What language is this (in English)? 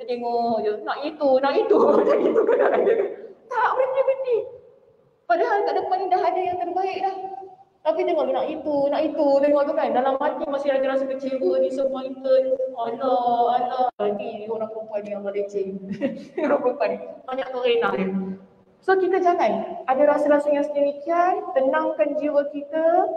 Malay